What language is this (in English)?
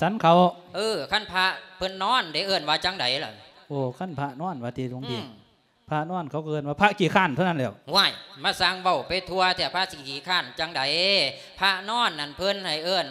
Lao